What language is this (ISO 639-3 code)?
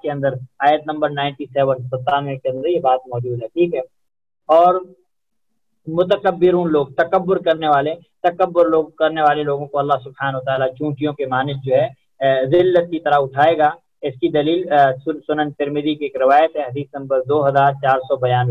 urd